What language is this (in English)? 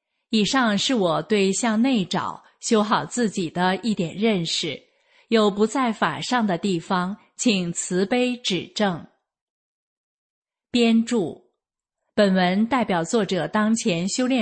Chinese